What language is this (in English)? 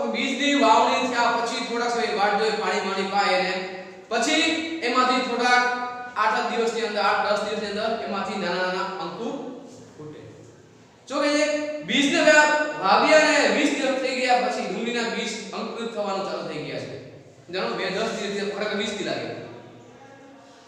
Gujarati